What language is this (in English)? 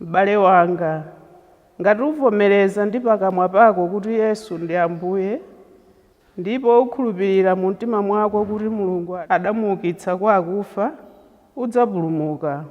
Nyanja